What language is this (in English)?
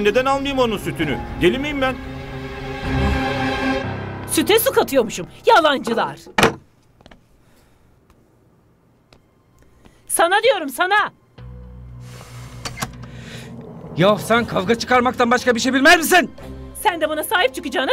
Turkish